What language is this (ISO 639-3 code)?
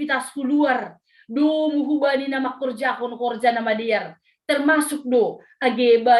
bts